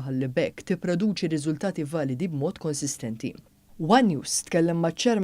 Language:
Maltese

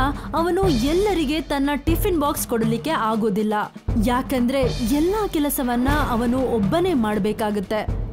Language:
Kannada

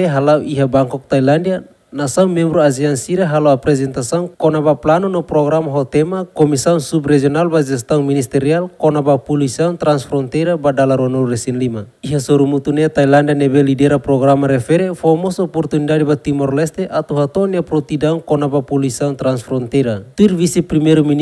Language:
Tetum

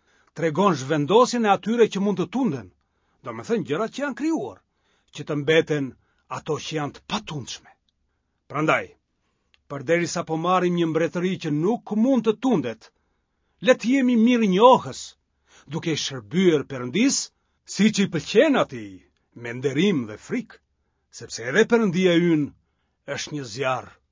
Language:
Albanian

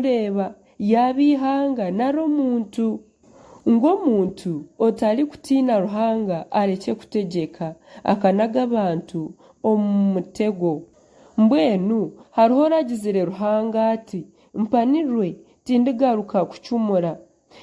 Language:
Nyankole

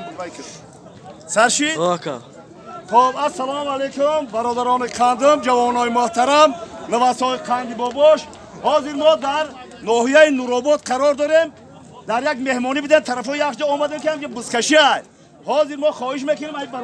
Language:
Tajik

